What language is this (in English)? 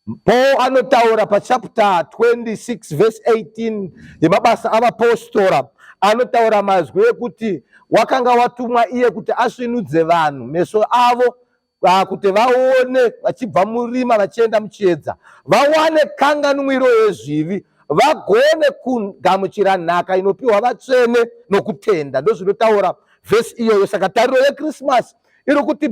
Shona